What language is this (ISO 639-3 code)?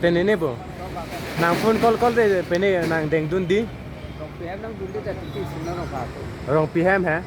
mjw